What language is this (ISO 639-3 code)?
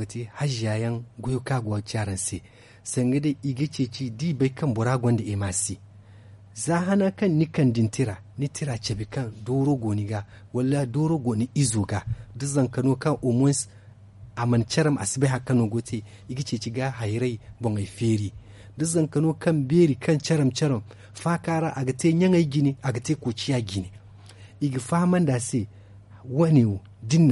dje